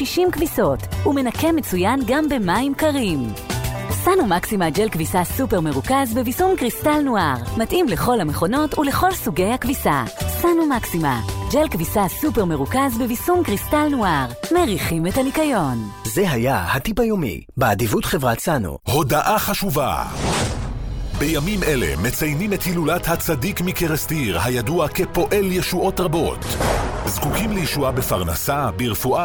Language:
Hebrew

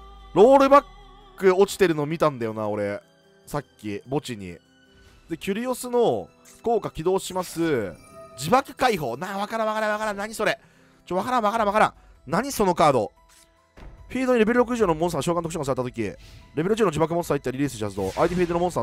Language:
Japanese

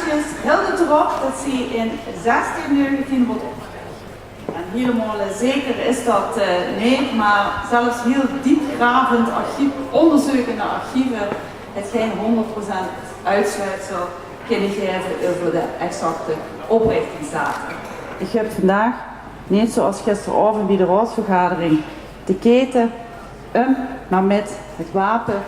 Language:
Limburgish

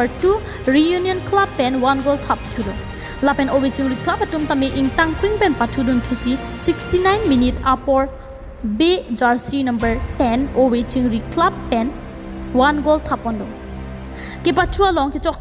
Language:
Karbi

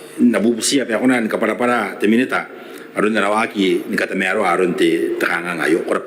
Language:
Gilbertese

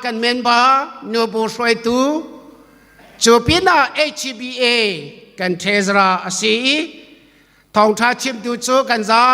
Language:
Hakha Chin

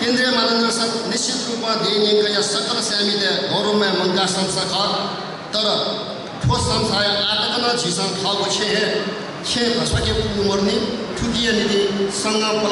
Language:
Newari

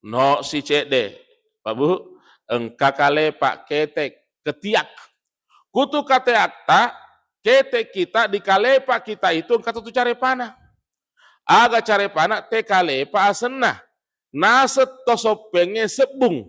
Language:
Buginese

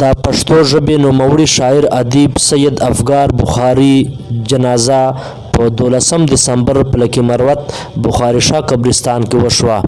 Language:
Pashto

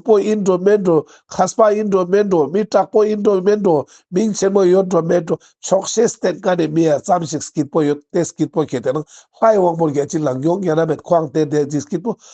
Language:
Ladakhi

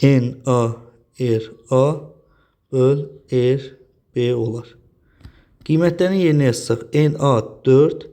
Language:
Azerbaijani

